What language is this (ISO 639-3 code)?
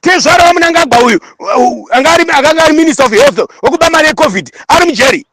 sna